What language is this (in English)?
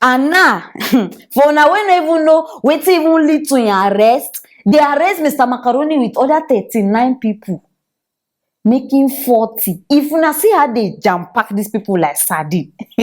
Nigerian Pidgin